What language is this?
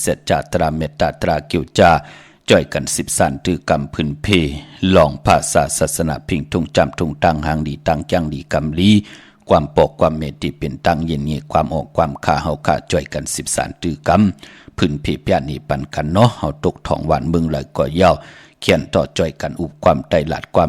Shan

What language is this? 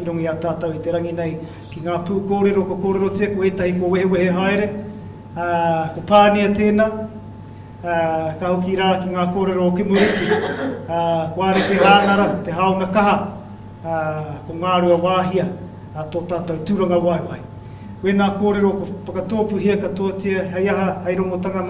Māori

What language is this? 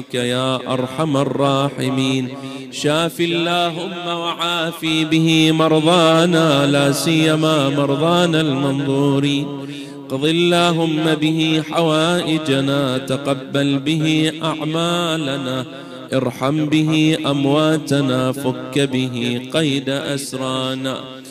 Arabic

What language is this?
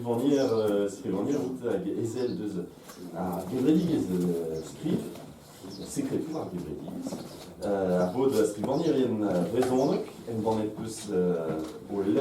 Breton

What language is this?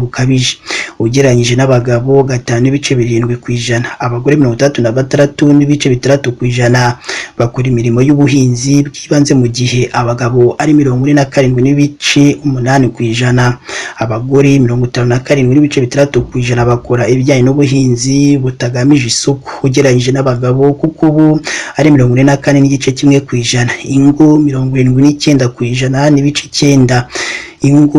Kinyarwanda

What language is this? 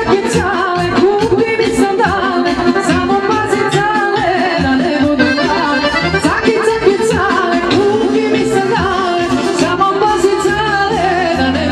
Serbian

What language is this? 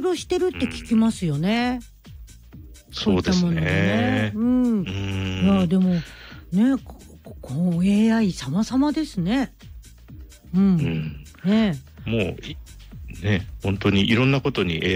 Japanese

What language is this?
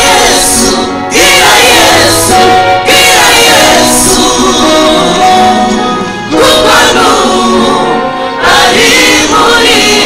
Kinyarwanda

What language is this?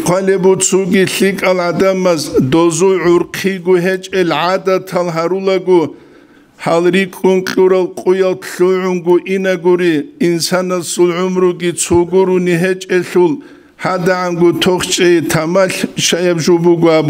Avaric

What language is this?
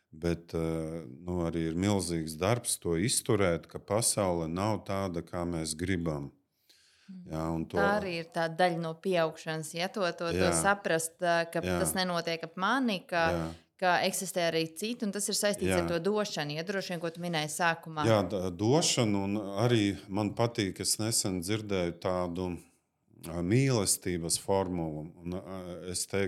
Latvian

